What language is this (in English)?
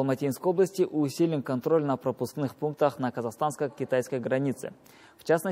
Russian